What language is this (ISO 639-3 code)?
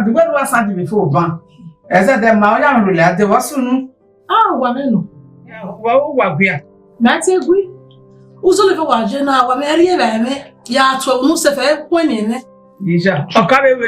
bin